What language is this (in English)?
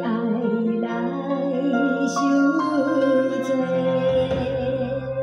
Chinese